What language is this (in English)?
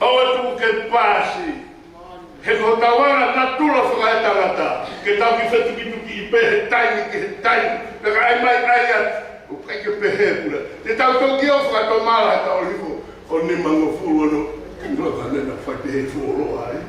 Tongan